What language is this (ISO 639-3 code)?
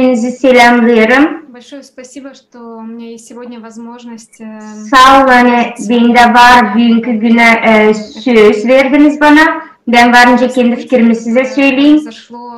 gag